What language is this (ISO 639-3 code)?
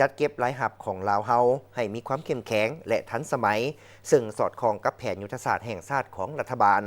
lao